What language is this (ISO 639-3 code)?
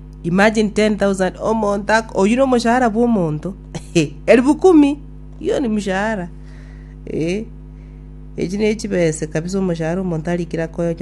guz